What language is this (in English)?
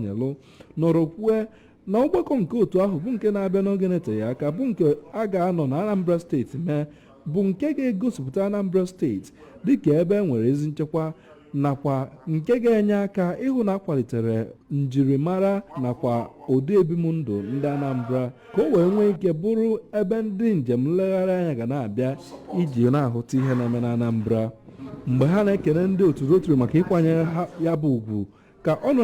Igbo